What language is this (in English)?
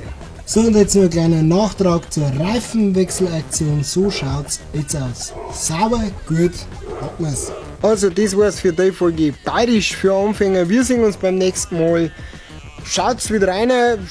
Bavarian